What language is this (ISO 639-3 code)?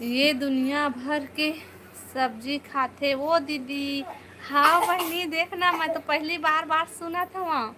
hne